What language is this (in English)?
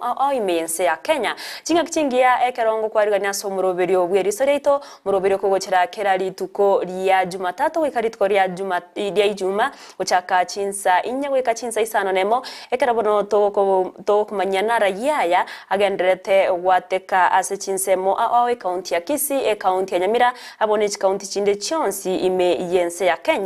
Gusii